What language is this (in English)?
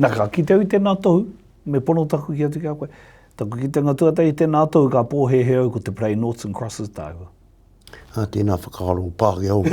Māori